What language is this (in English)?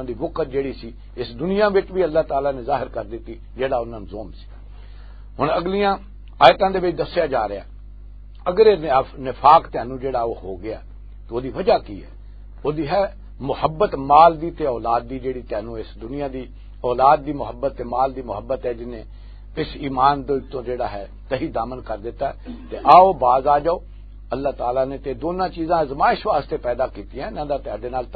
Western Panjabi